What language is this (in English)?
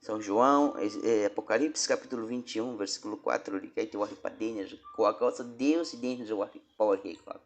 Baniwa